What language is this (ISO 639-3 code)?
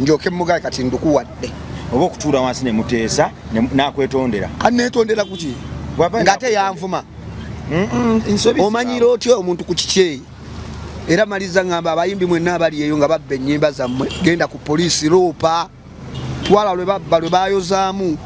lug